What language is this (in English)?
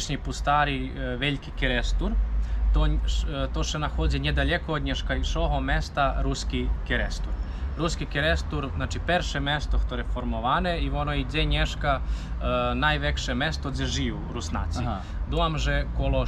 Rusyn